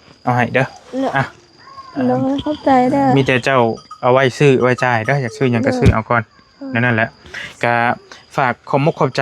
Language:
Northeastern Thai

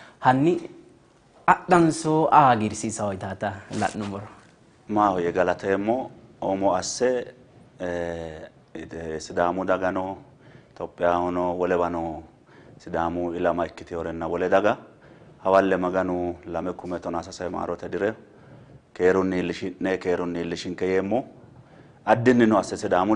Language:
Sidamo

